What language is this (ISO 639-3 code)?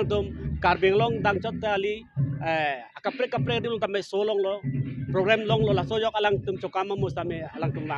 mjw